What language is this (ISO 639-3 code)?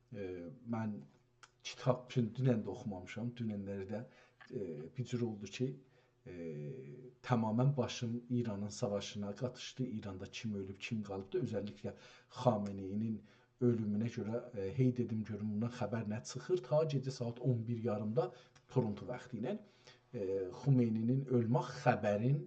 azb